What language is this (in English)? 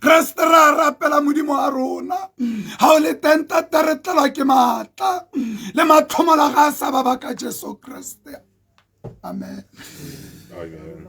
Tswana